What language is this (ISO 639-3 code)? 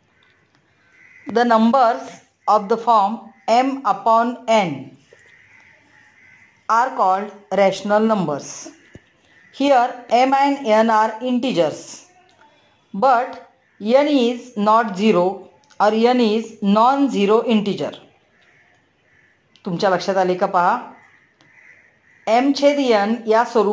mar